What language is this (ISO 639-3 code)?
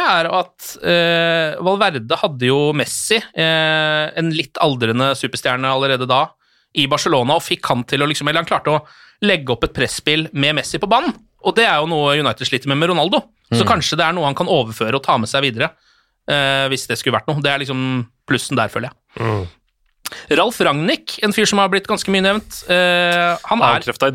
nor